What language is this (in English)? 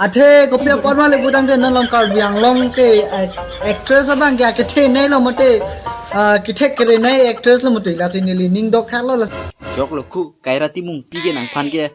Karbi